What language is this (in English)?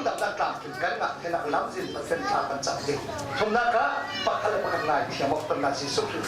Falam Chin